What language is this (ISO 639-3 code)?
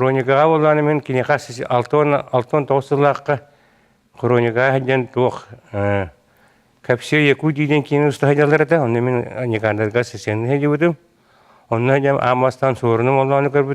sah